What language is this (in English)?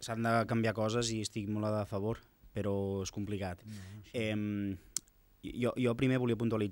Catalan